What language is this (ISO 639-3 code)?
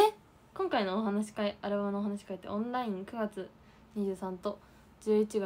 jpn